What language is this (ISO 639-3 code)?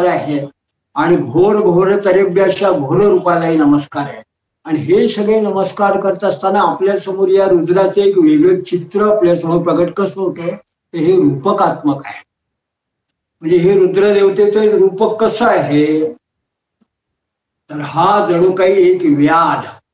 mar